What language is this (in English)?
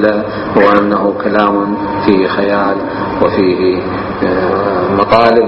Mesopotamian Arabic